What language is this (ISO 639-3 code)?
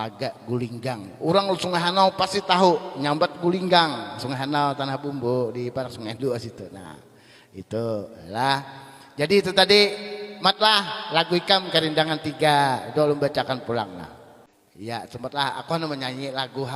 bjn